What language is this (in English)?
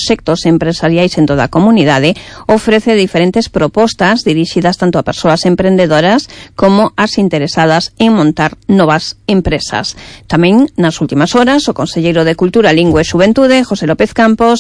Galician